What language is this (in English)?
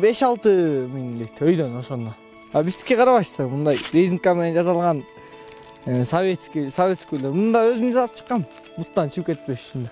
Kyrgyz